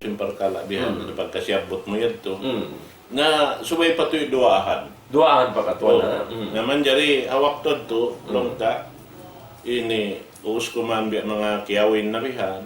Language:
Tausug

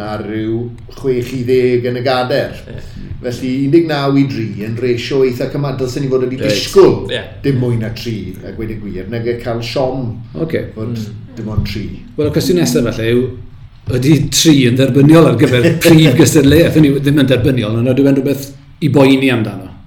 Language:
Welsh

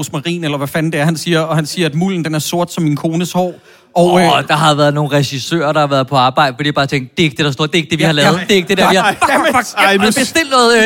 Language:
Danish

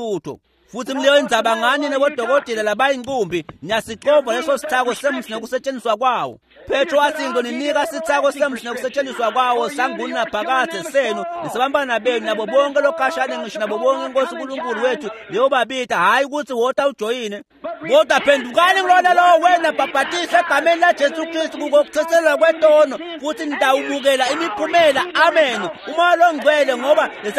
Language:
Swati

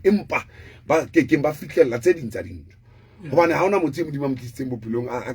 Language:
Southern Sotho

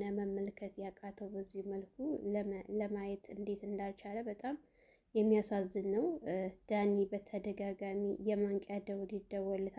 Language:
Amharic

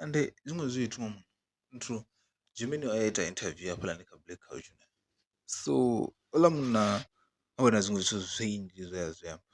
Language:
Venda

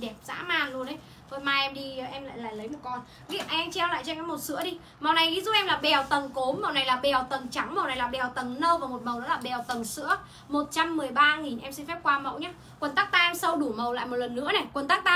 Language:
Vietnamese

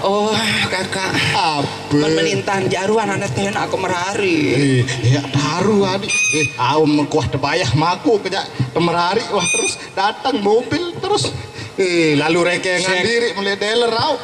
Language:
Sasak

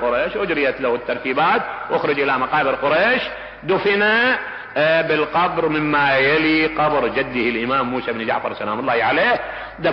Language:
Mesopotamian Arabic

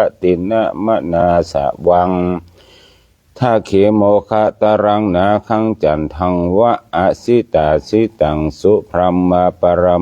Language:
Pali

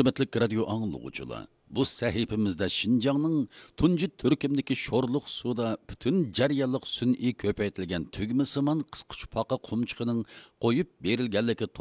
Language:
Uyghur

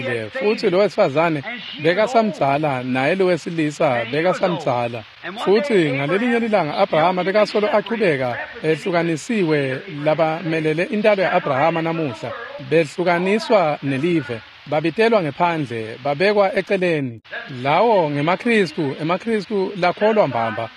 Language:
Swati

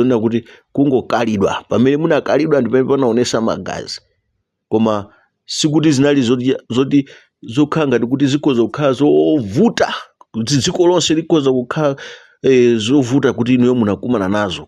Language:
Nyanja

